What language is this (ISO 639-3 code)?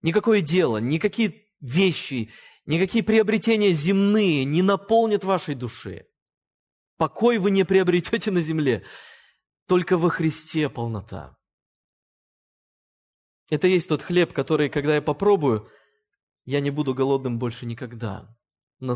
rus